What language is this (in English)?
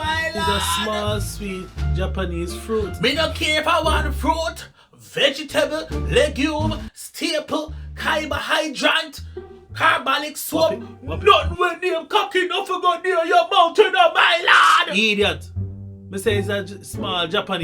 Jamaican Creole English